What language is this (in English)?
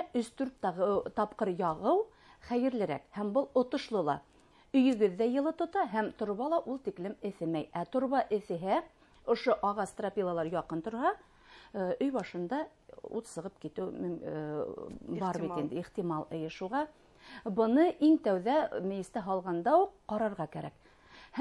Bashkir